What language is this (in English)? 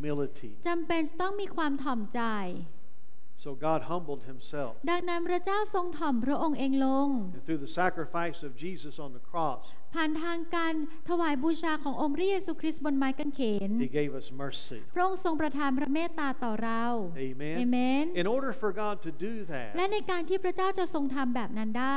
Thai